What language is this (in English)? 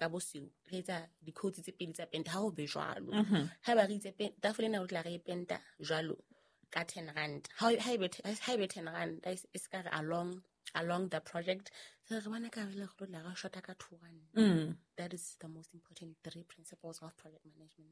Southern Sotho